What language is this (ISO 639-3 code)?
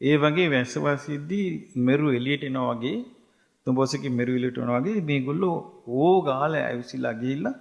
sin